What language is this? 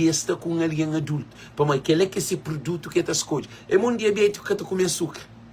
Kabuverdianu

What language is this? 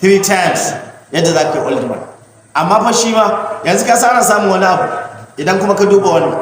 Hausa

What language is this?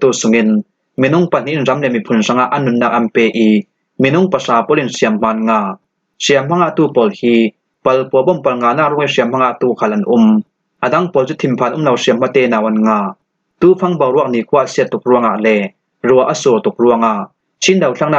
Falam Chin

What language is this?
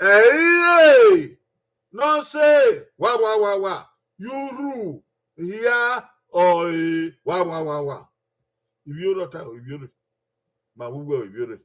Bini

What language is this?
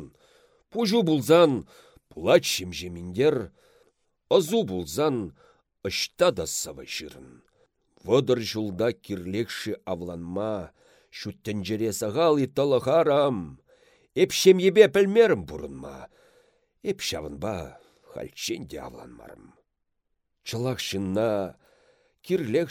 Chuvash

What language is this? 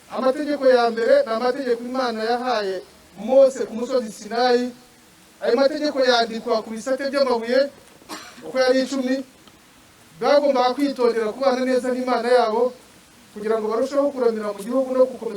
Kinyarwanda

